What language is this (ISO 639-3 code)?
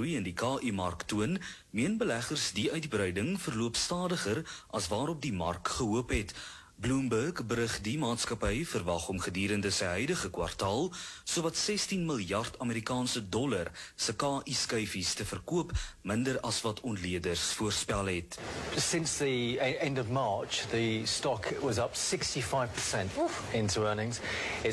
afr